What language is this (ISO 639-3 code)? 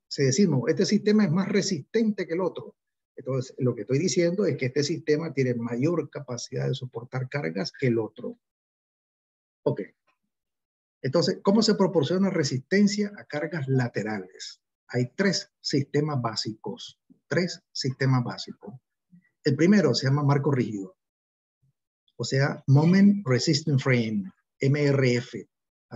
spa